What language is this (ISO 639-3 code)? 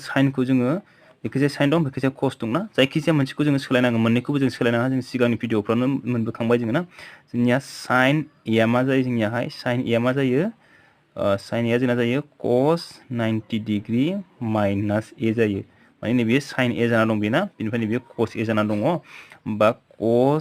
brx